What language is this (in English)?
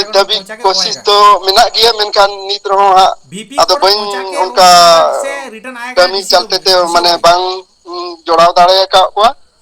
Santali